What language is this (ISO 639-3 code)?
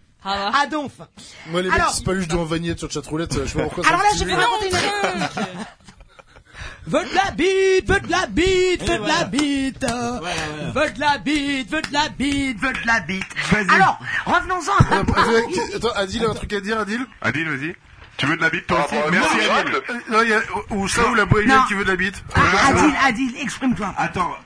fra